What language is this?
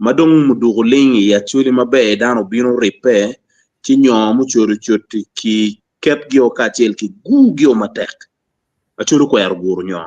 Acoli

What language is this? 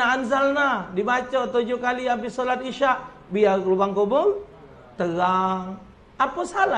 Musi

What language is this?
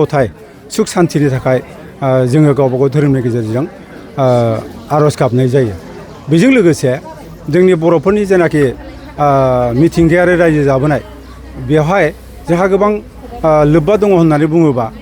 Bodo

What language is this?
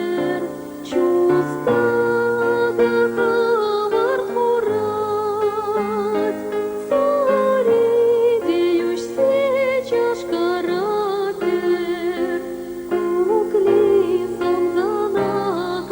Chuvash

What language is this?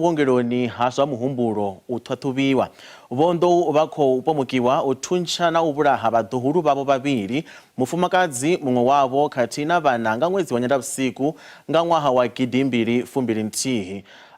Venda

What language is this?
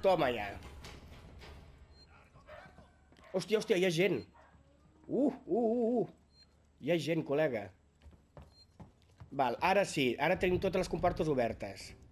Catalan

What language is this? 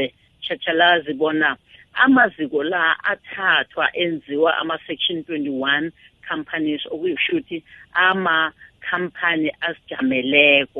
South Ndebele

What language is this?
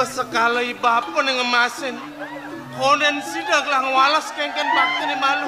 Balinese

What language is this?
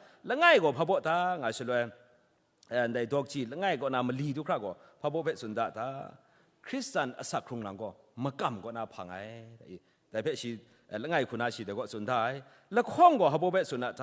Kachin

